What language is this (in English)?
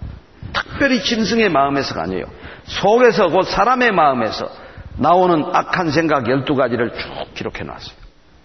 Korean